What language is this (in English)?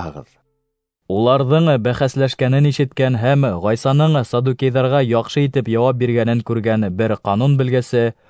Bashkir